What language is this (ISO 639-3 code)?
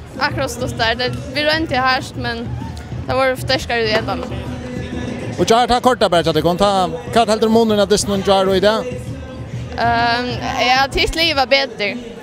fao